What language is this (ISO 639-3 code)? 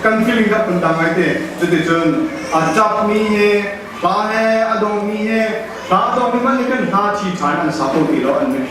cnh